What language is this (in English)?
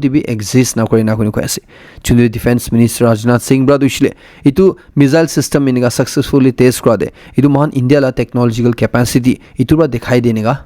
Naga Pidgin